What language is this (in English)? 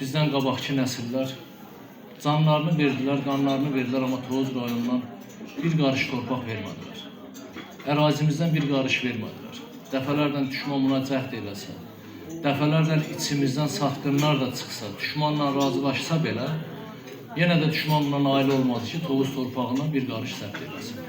Azerbaijani